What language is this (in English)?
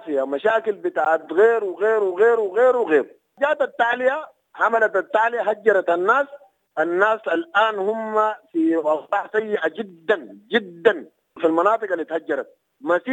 Sudanese Arabic